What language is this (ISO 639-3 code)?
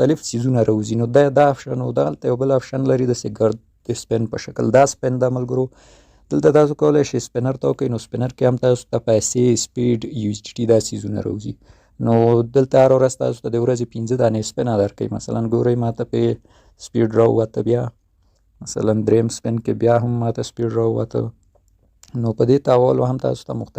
pus